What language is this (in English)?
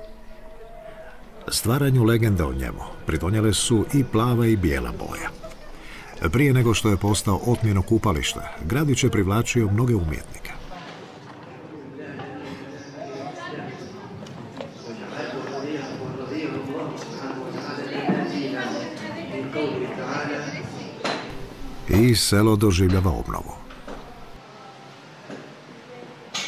Croatian